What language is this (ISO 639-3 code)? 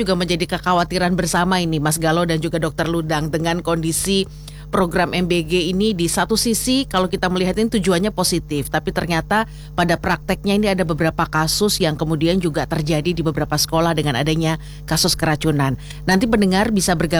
ind